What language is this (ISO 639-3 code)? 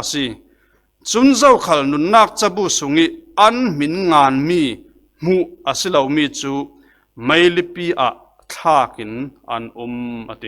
cfm